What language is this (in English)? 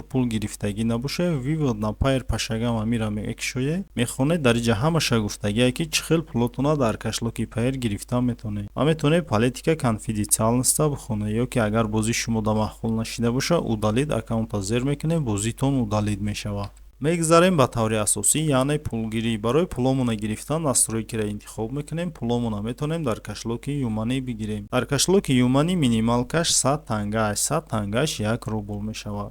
Tajik